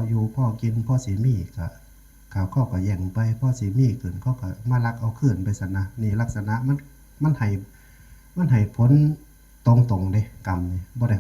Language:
Northeastern Thai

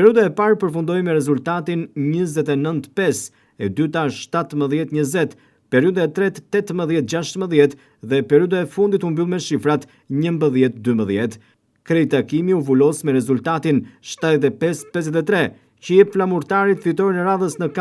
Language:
Albanian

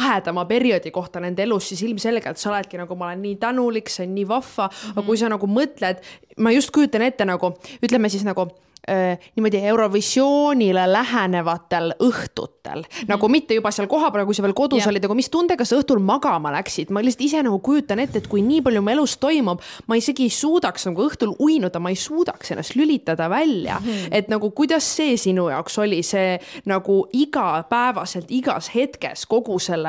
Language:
Estonian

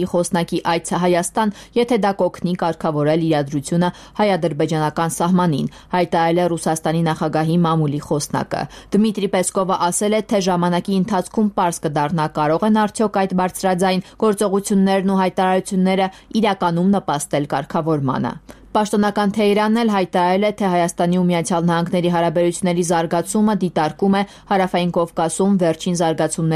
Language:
Armenian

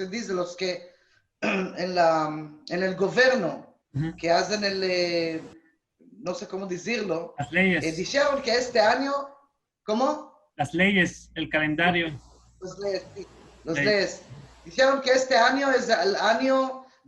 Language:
Ladino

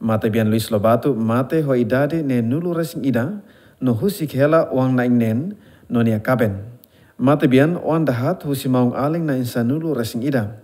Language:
Tetum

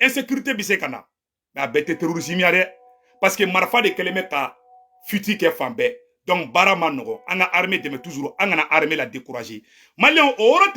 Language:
Bambara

